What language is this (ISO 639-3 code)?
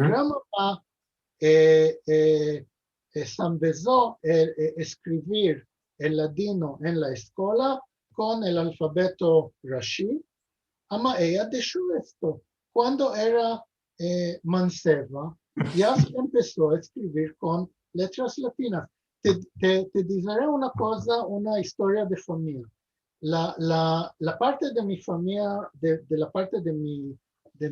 lad